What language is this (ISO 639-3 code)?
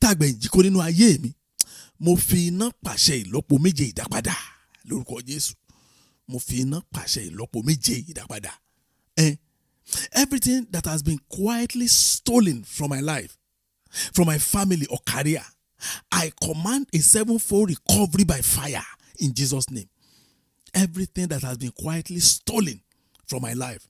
yor